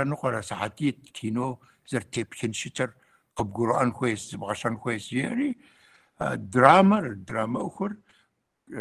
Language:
Kabardian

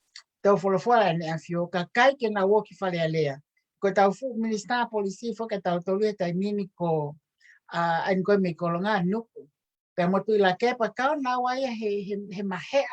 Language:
Tongan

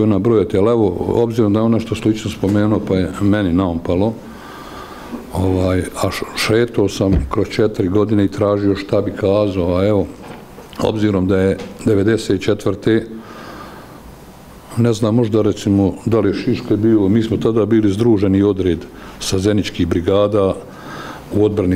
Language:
Bosnian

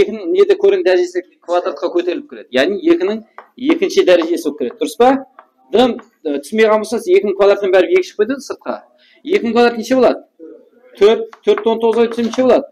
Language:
Kara-Kalpak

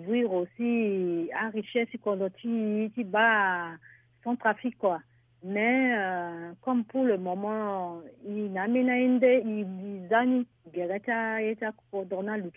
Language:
Sango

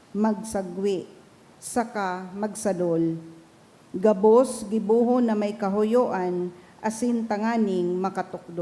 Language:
Bikol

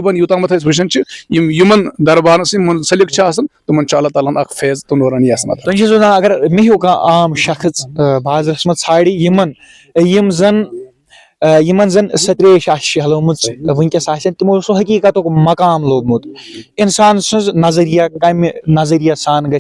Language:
Kashmiri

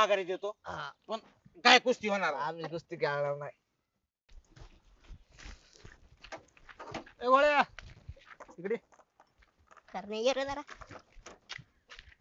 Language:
Marathi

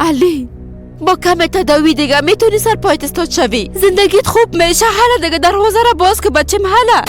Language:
Persian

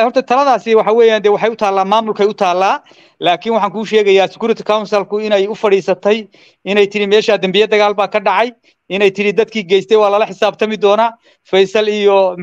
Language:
Somali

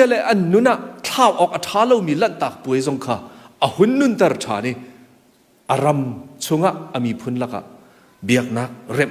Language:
Hakha Chin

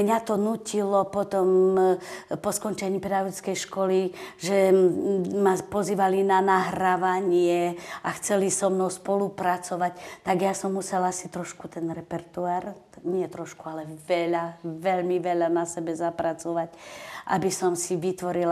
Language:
Slovak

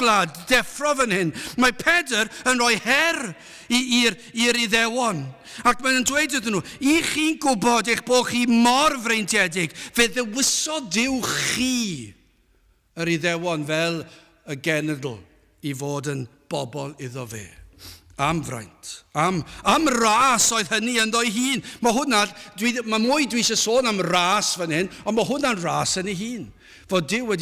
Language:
Welsh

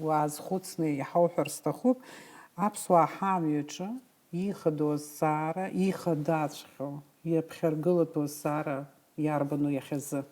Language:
Abkhazian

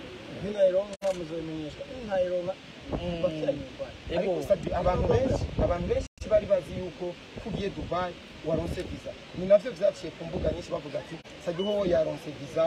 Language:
Rundi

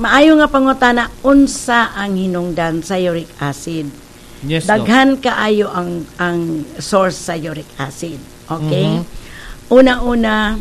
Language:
Cebuano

